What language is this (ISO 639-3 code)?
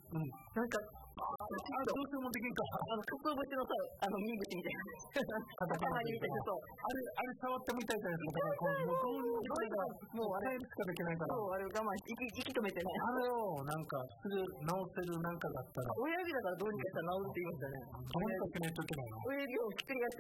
jpn